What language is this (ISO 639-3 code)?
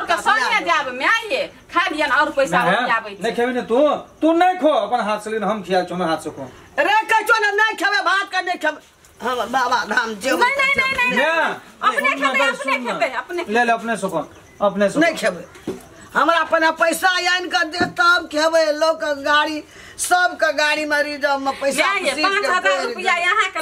mai